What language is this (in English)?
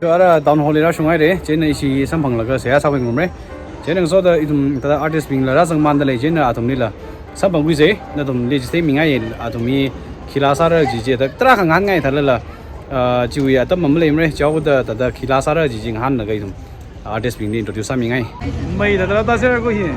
Tangkhul Naga (India)